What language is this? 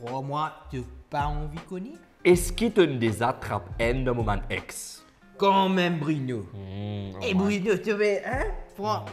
Morisyen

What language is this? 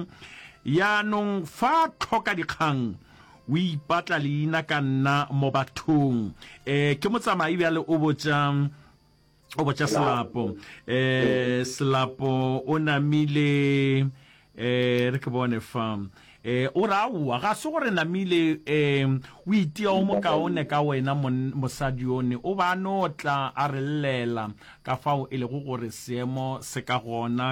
Northern Sotho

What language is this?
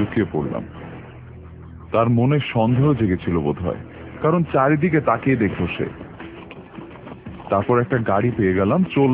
Bangla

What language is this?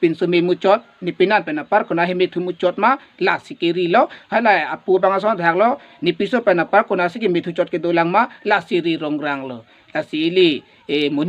Karbi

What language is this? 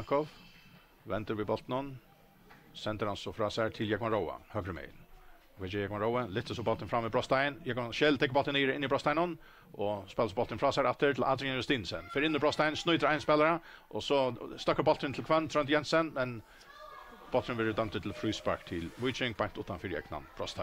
Faroese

